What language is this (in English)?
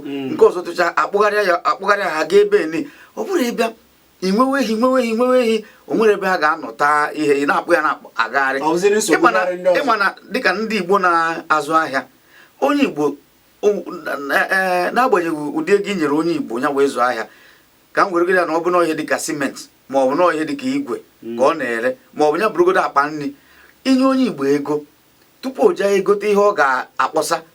Igbo